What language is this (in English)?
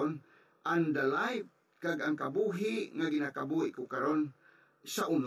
Hiligaynon